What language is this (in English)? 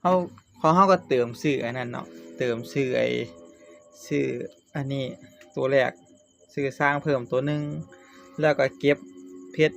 Northeastern Thai